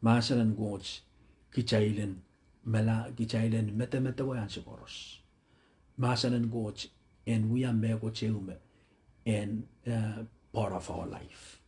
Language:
Pohnpeian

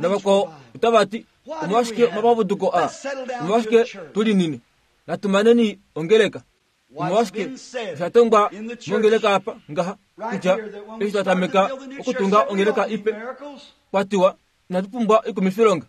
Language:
Kuanyama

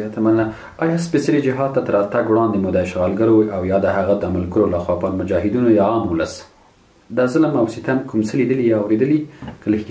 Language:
Pashto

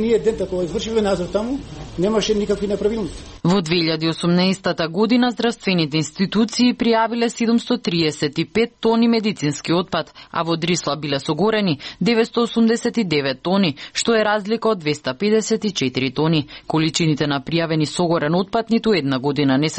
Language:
Macedonian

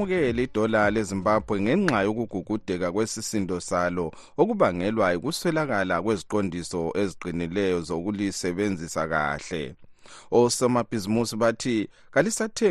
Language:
North Ndebele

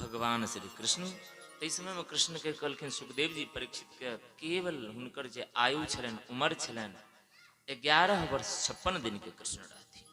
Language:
Maithili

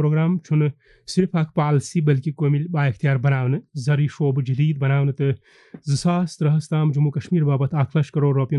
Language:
Kashmiri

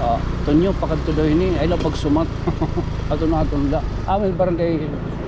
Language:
Waray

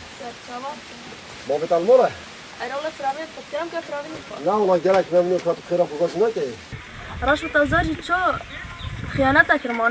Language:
Kurdish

